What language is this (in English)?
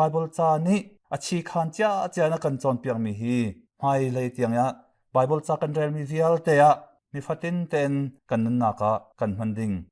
Hakha Chin